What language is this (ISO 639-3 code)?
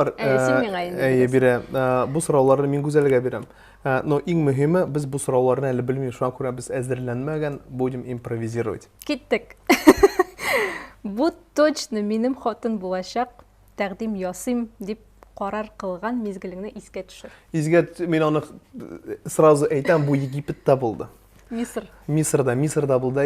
tat